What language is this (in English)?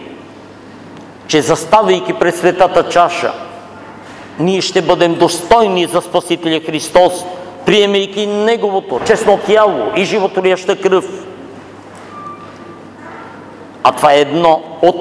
Bulgarian